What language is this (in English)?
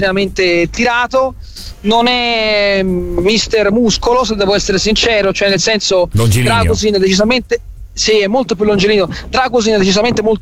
Italian